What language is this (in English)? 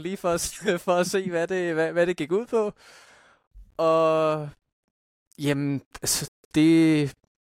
Danish